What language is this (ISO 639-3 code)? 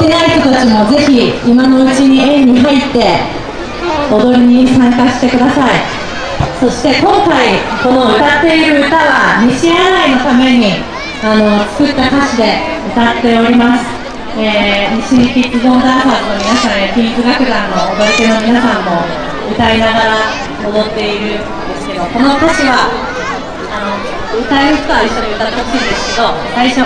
jpn